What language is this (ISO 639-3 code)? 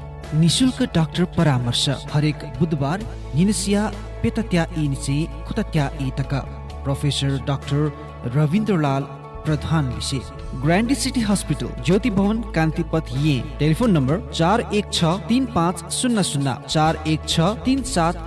new